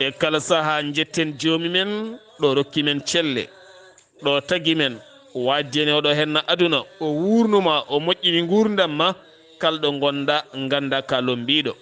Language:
Fula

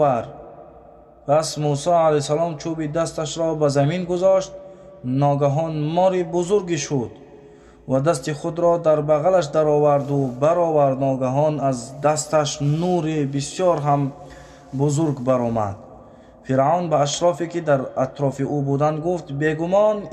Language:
Tajik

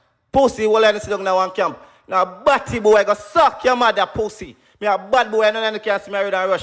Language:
Jamaican Creole English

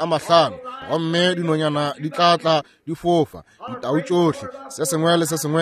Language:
Northern Sotho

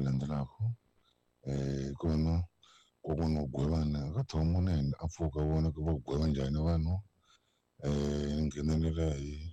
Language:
Tsonga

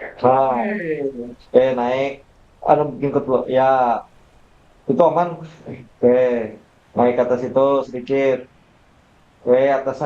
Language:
Banjar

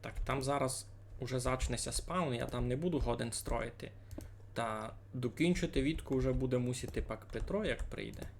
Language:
Rusyn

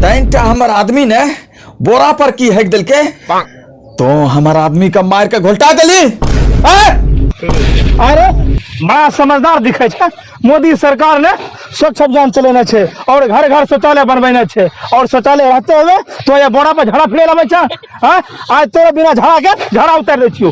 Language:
Angika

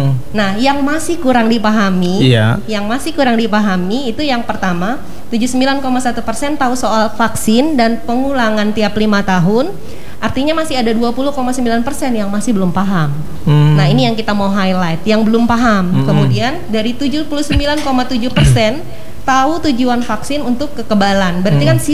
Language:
Indonesian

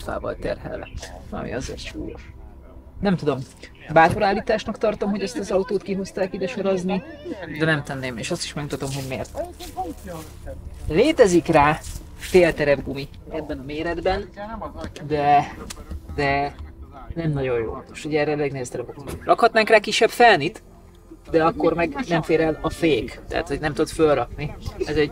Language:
Hungarian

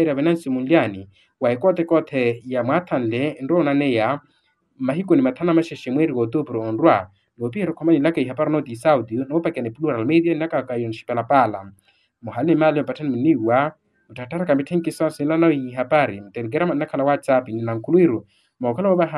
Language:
Makhuwa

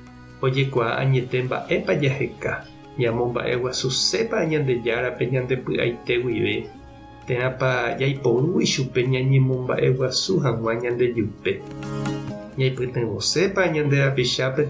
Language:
Guarani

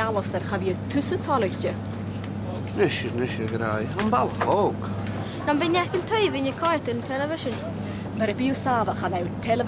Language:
Scottish Gaelic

